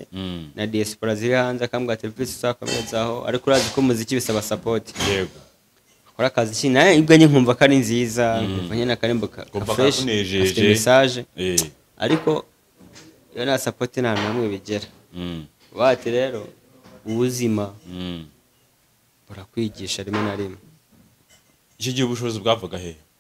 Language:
Kinyarwanda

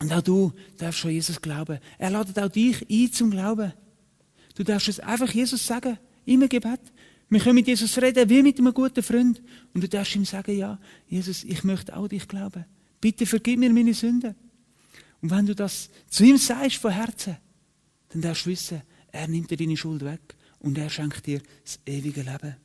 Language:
Swiss German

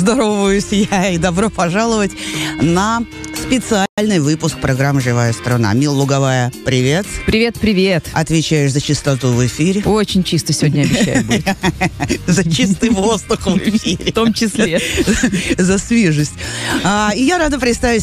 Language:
Russian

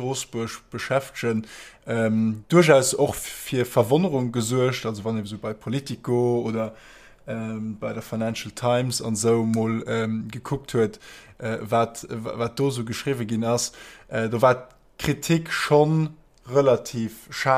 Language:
Luxembourgish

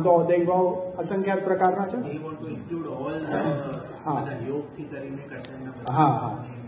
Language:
Gujarati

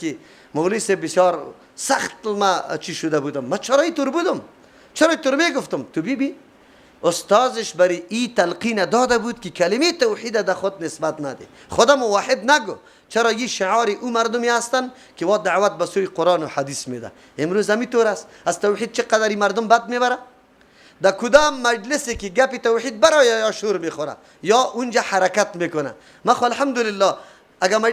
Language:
Persian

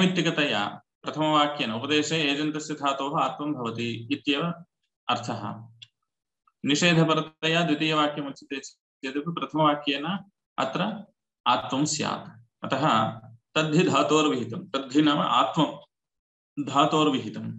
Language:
Sanskrit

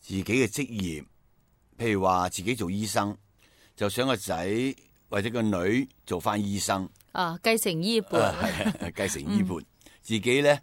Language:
Cantonese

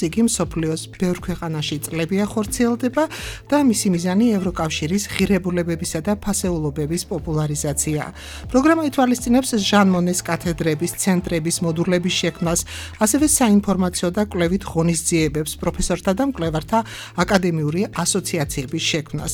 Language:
Georgian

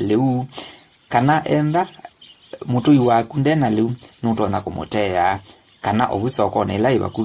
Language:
Kamba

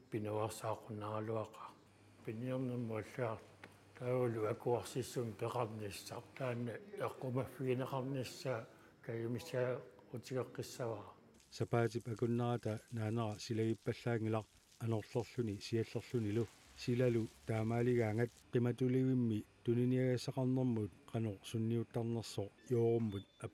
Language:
Kalaallisut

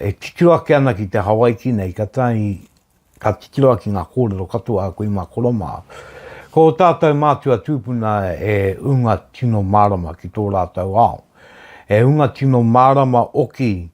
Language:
Māori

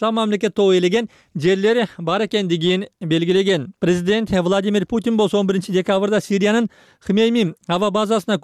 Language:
Kyrgyz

